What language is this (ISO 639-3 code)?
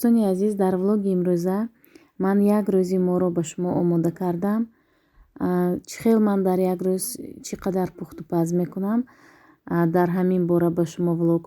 tgk